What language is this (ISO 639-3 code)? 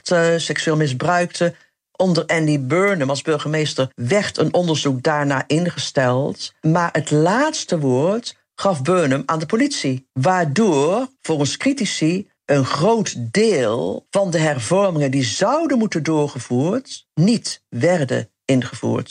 nld